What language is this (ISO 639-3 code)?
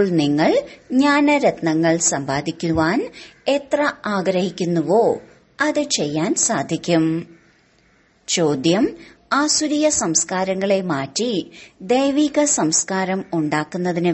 mal